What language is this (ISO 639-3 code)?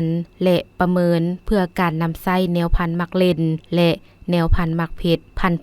lao